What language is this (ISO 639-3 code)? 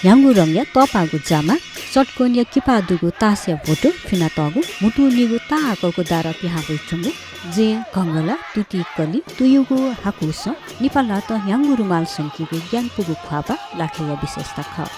new